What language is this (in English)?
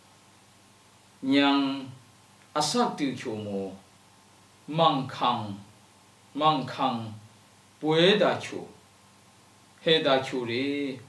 Lashi